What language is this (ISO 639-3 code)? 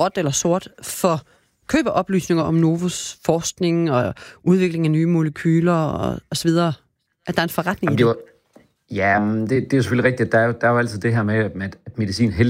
dan